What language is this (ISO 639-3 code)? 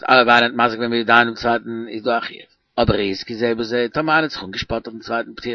yid